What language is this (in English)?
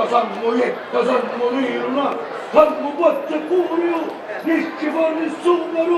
Sicilian